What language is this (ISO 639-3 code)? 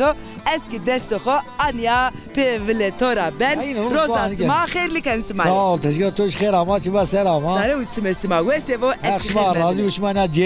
zza